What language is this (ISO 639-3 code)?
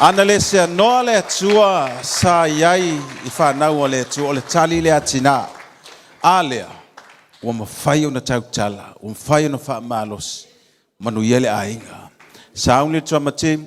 smo